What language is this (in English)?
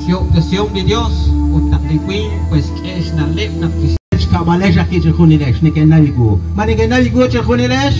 Kekchí